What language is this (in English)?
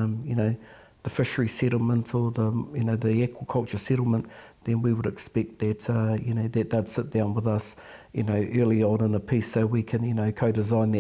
Māori